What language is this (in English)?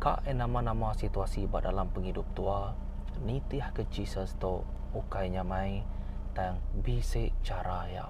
Iban